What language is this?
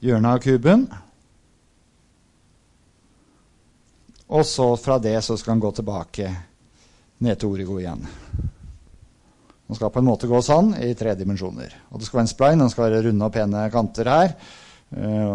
Norwegian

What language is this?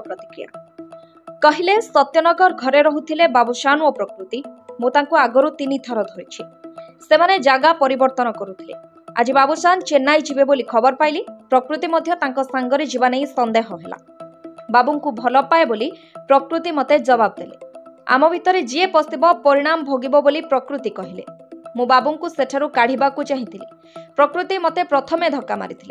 Odia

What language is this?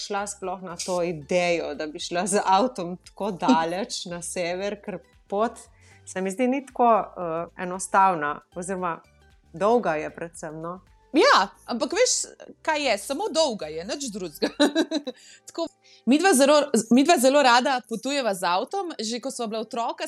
Slovenian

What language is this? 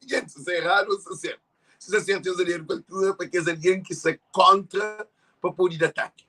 Kabuverdianu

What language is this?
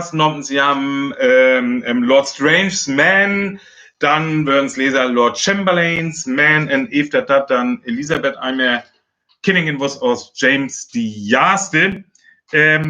Northern Frisian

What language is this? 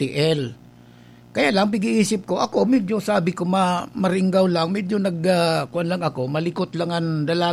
Bikol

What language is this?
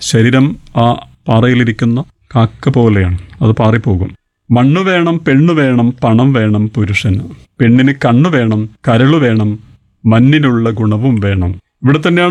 Malayalam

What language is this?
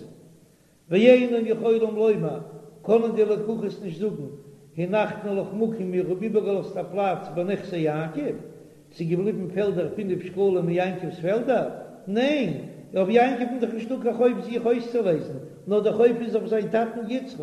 Yiddish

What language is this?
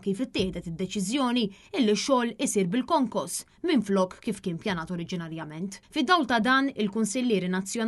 Maltese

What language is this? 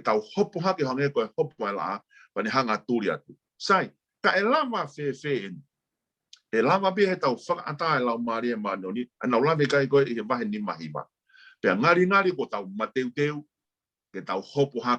Tongan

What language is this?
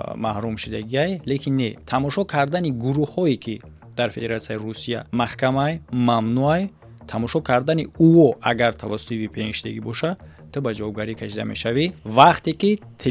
Tajik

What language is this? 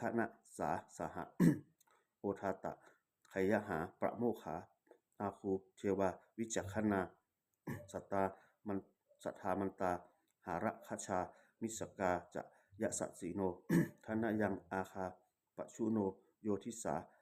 Pali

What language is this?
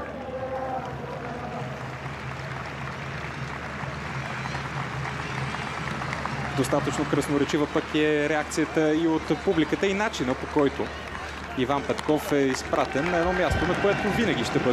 Bulgarian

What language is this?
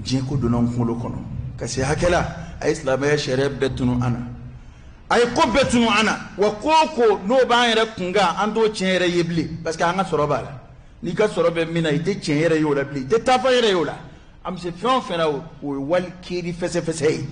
Bambara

